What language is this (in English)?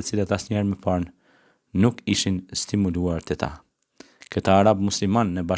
Albanian